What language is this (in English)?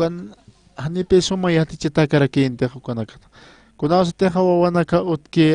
Aymara